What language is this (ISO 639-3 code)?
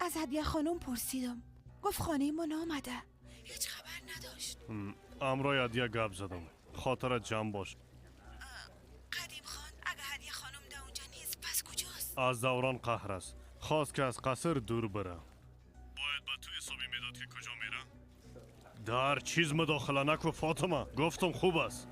fas